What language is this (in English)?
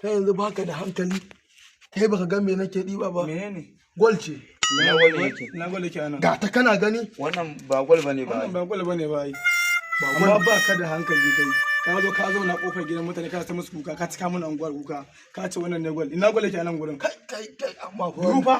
Hausa